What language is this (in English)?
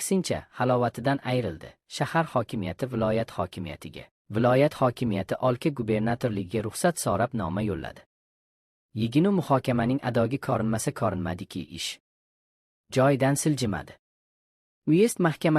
Uzbek